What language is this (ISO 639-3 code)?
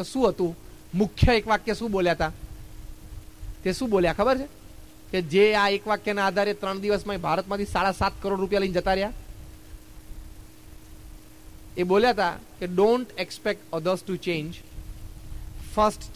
guj